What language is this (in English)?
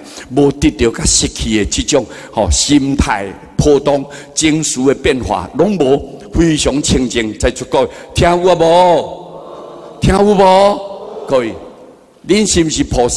Min Nan Chinese